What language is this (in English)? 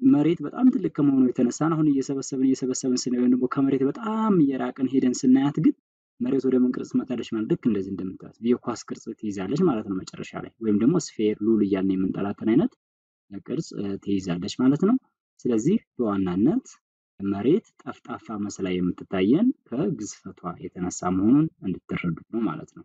Amharic